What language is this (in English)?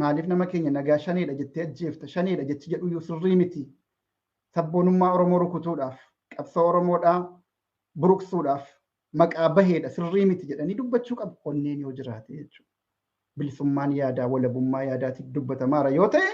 Oromo